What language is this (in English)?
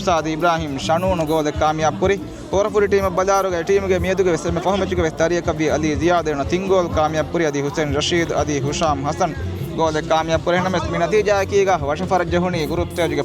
Divehi